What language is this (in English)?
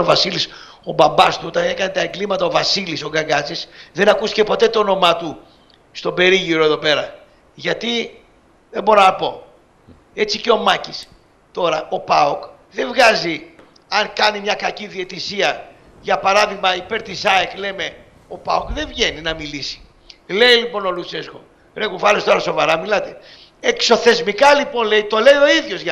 Greek